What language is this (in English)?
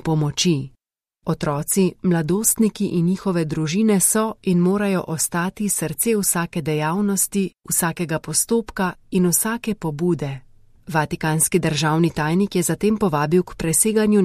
Slovenian